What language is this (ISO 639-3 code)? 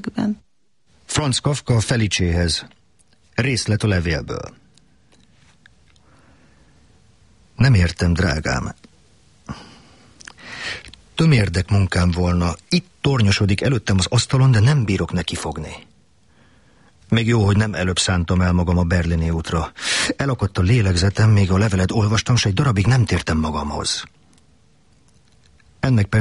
hun